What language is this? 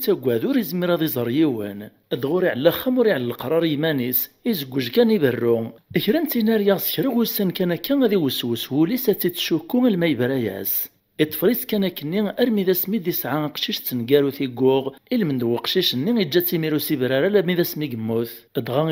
Kabyle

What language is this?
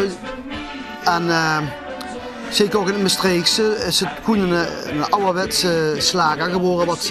Limburgish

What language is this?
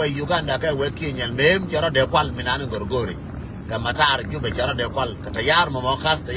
Nuer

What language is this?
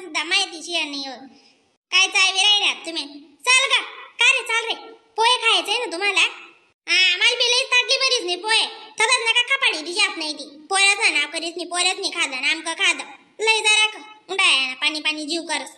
Khandesi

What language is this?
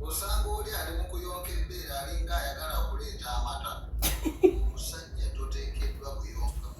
Ganda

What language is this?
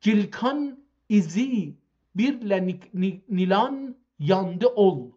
South Azerbaijani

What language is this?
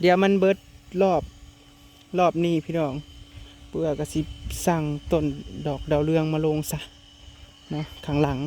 Northeastern Thai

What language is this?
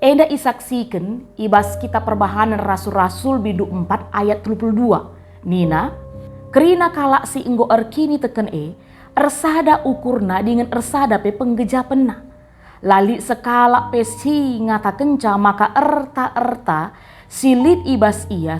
Batak Karo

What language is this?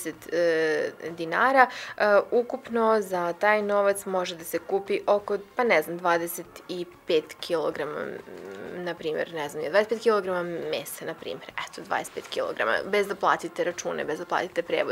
Serbian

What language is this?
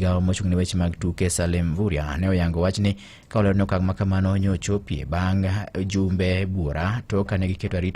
Luo (Kenya and Tanzania)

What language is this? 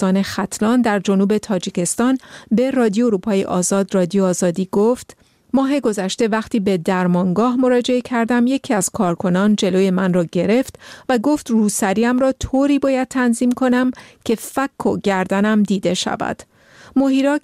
Persian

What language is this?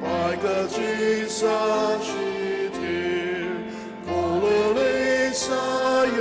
Ao Naga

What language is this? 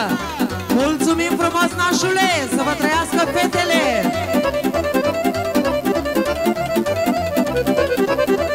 Romanian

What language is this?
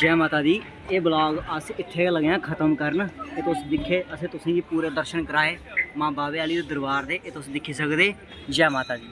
Dogri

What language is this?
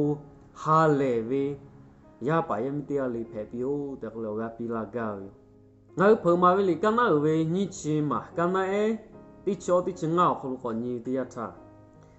Lahu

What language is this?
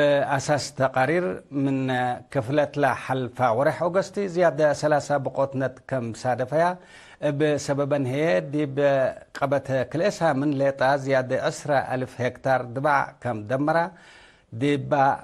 Tigre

